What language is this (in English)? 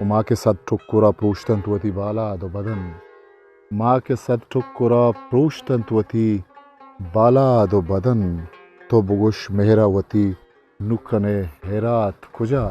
Eastern Balochi